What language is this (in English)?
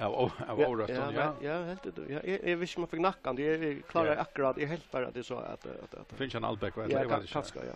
Faroese